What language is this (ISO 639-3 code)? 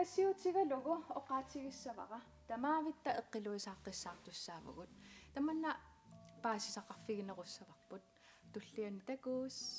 kal